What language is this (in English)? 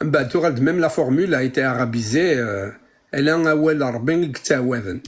Kabyle